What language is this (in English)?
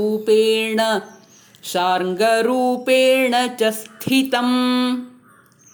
Sanskrit